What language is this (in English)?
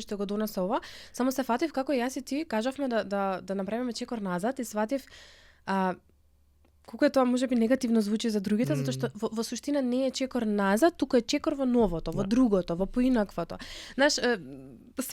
Macedonian